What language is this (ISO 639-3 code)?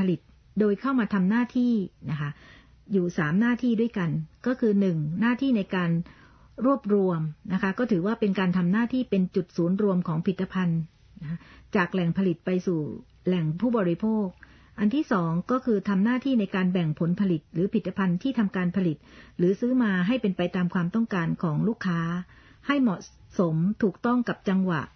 tha